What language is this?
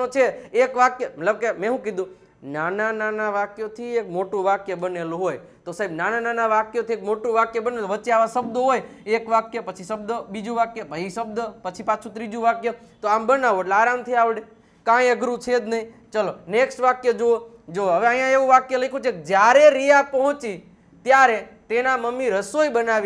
Gujarati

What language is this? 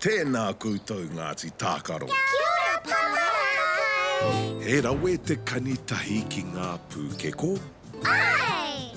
Māori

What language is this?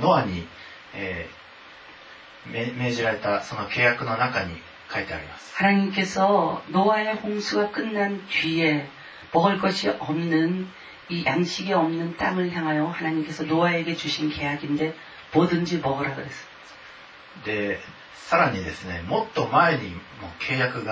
Korean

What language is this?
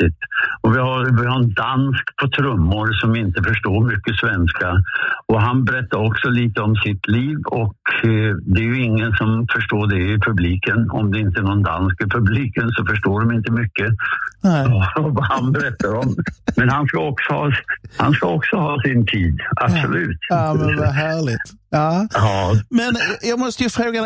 Swedish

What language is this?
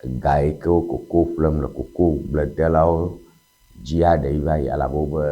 Ewe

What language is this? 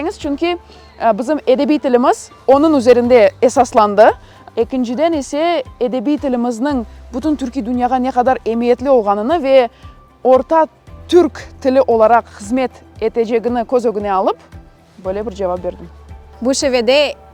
Crimean Tatar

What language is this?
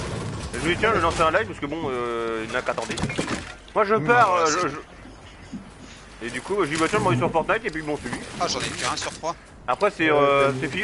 French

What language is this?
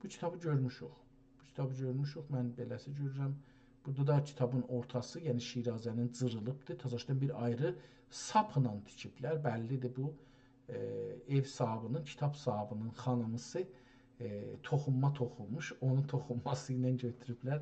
South Azerbaijani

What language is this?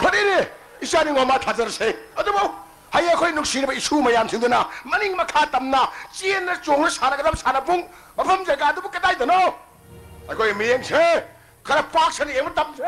Manipuri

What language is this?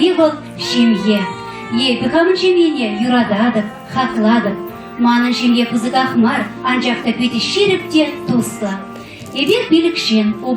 Chuvash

